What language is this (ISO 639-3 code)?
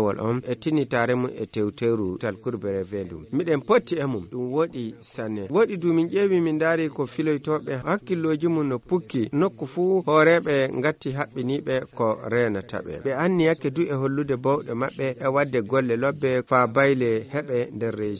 ful